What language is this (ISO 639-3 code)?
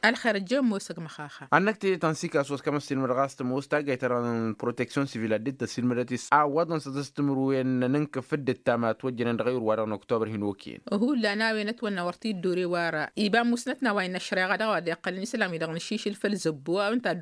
taq